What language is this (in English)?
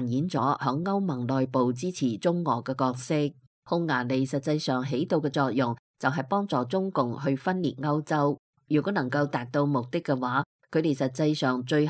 Cantonese